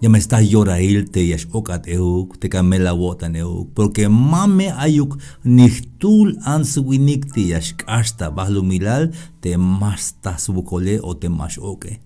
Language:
Tzeltal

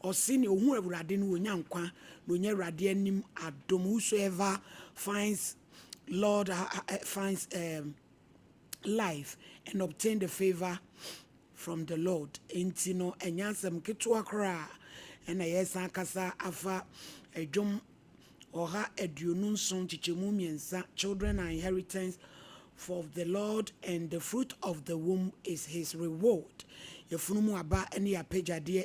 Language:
Akan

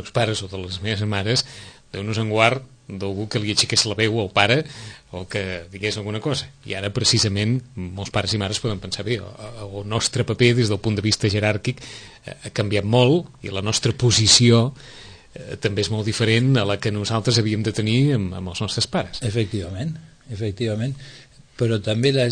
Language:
Catalan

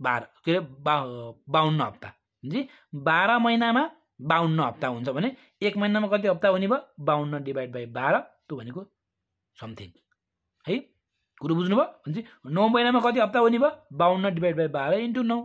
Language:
Nepali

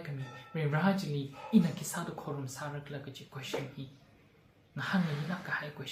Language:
Tangkhul Naga (India)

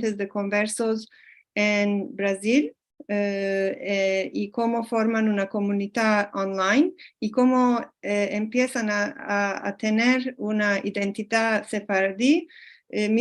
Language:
Ladino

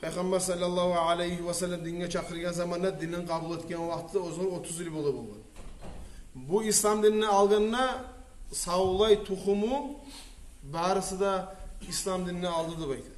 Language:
Kumyk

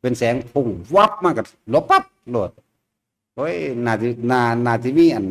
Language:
Northeastern Thai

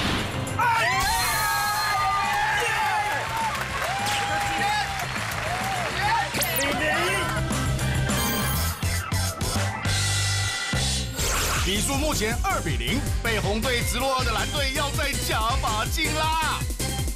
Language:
Chinese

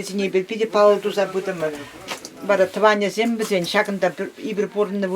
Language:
Chuvash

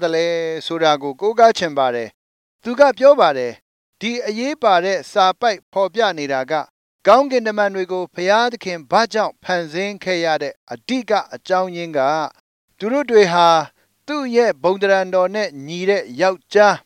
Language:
Burmese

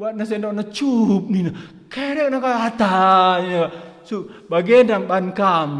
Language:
Batak Karo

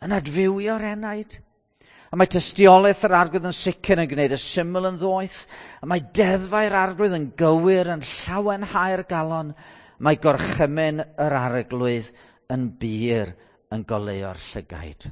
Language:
Welsh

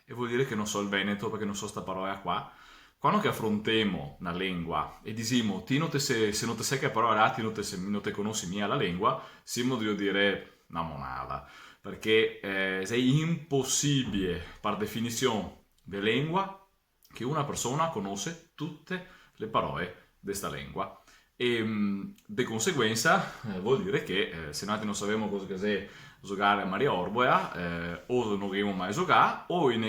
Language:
Venetian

